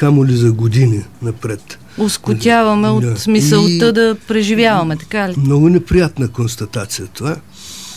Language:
Bulgarian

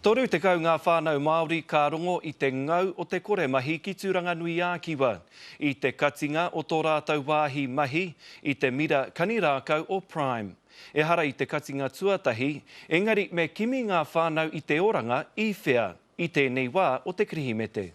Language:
Māori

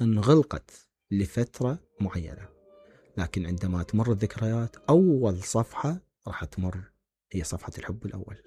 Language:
Mesopotamian Arabic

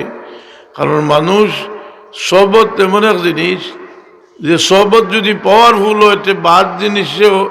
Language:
Sylheti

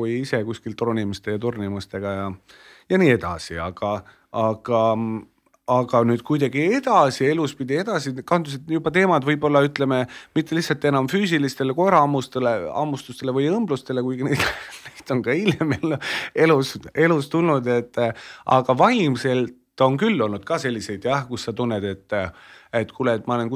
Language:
Estonian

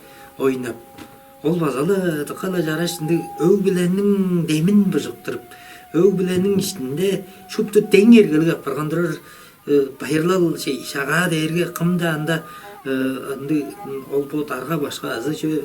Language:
Tuvinian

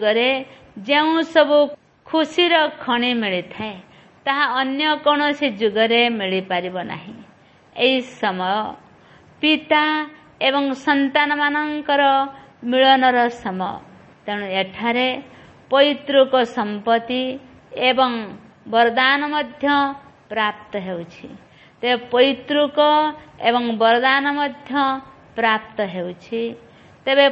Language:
Odia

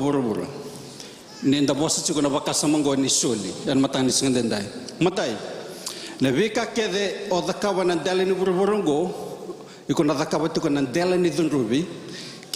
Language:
Fijian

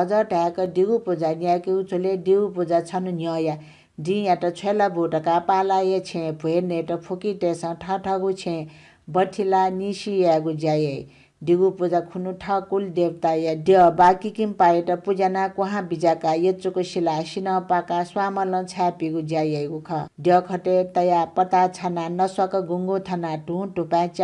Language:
Newari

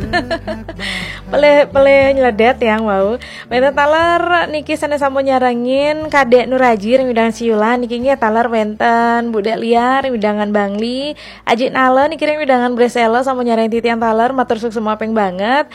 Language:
Balinese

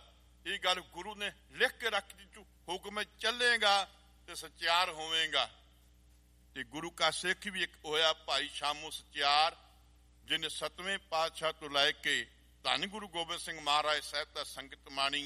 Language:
Punjabi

